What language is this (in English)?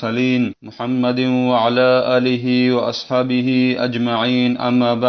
Avaric